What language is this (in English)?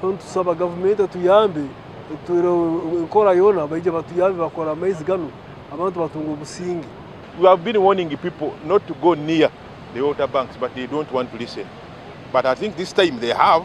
Nyankole